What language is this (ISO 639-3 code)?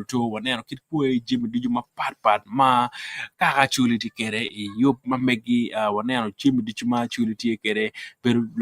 ach